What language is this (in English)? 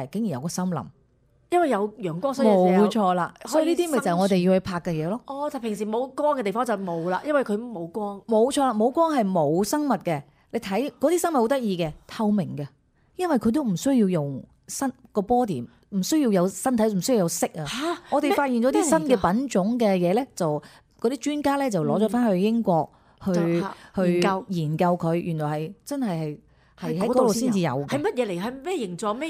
Cantonese